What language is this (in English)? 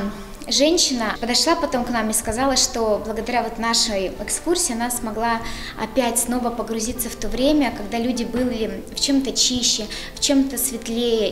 Russian